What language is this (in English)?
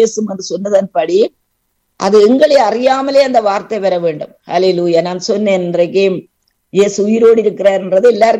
Tamil